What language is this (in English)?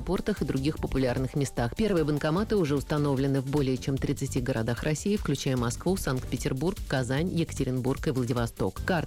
Russian